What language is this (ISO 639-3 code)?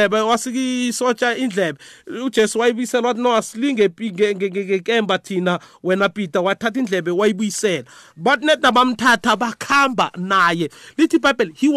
nbl